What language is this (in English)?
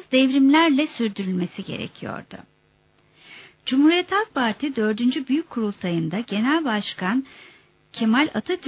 Turkish